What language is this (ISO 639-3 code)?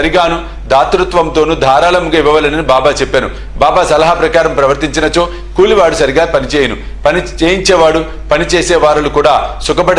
tel